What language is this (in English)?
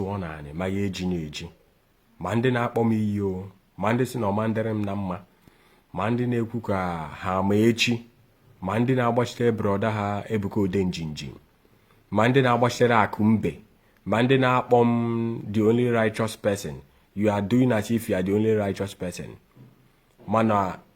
Igbo